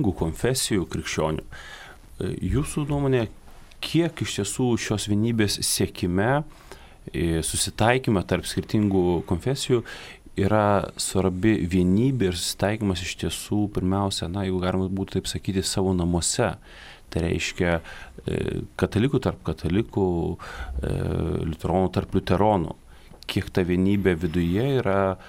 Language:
Lithuanian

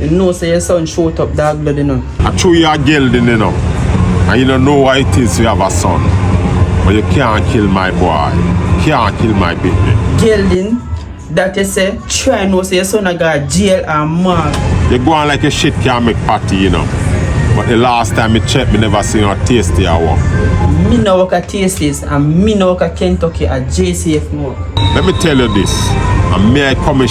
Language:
Jamaican Creole English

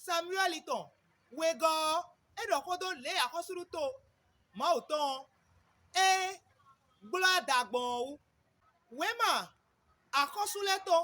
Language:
Fon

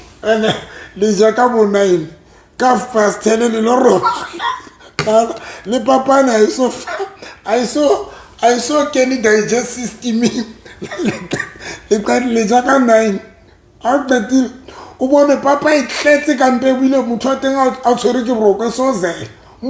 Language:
Southern Sotho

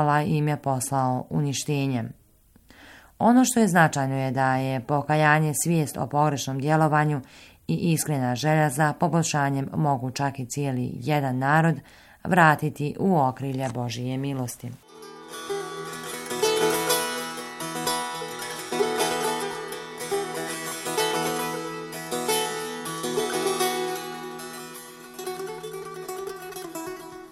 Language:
Bosnian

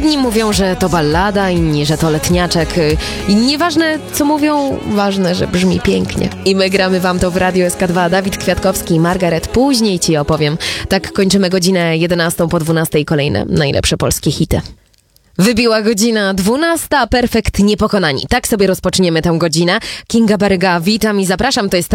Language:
Polish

